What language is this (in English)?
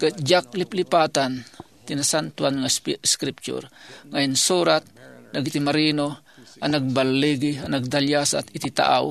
Iloko